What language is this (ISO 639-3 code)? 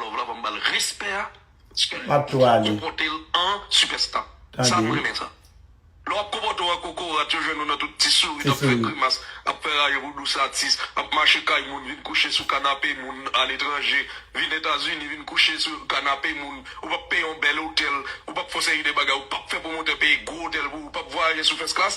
hat